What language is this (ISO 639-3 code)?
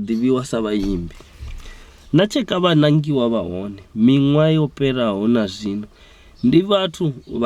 ven